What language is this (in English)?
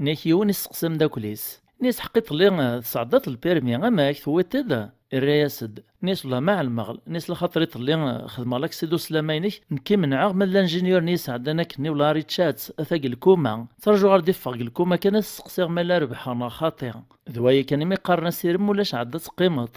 Kabyle